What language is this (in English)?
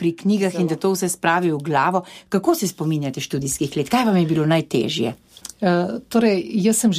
Slovenian